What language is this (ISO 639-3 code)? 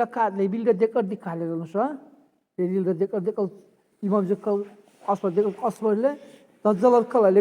dar